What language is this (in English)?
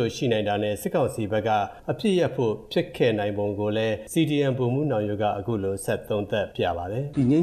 Burmese